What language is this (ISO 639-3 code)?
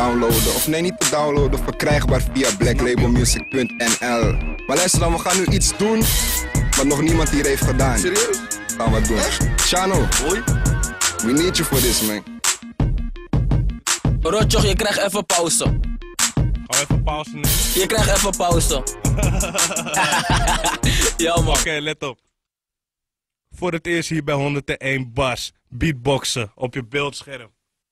nld